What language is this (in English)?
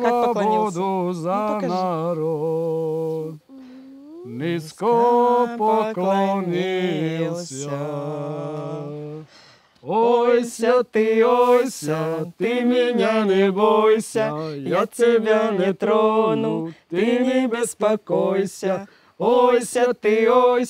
Serbian